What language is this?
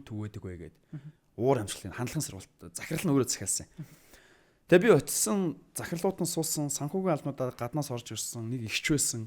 Mongolian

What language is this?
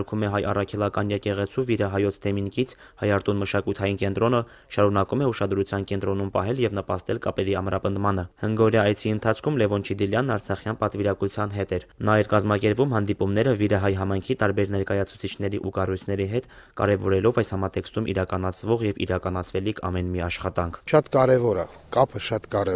Armenian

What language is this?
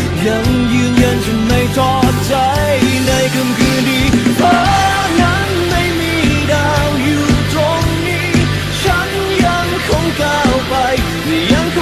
Thai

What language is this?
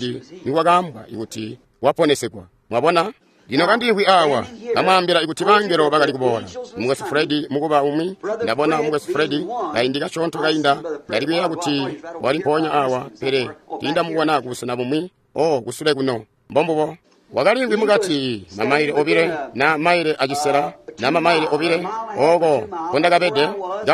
Tonga (Zambia)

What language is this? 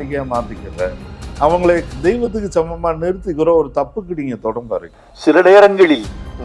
Tamil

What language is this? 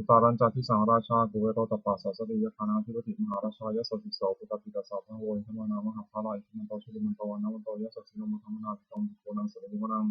Pali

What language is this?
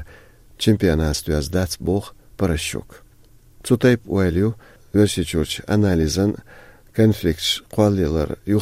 Chechen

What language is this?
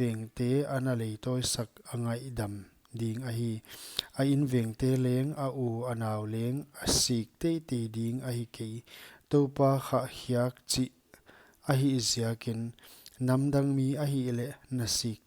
Paite Chin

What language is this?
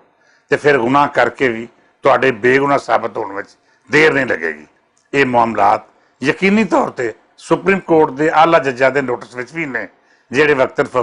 Western Panjabi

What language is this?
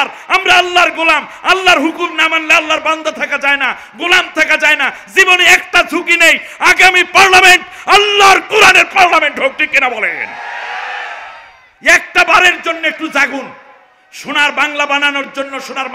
Bangla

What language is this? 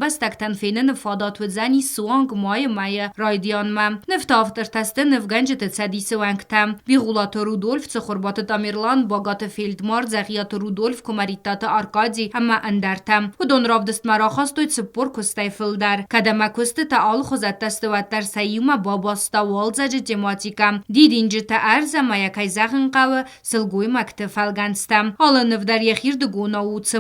Ossetic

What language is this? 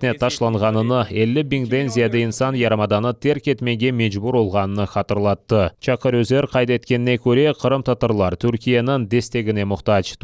Crimean Tatar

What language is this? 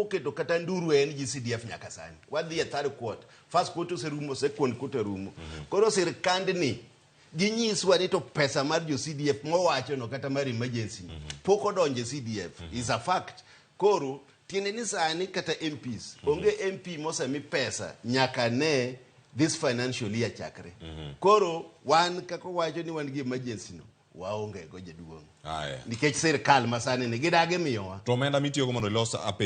Luo (Kenya and Tanzania)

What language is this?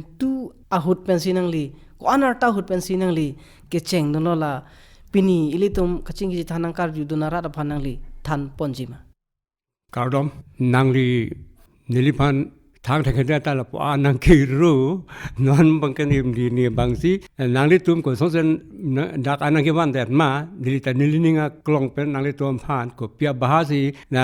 Karbi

